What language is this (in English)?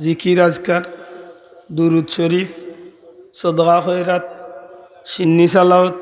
Sylheti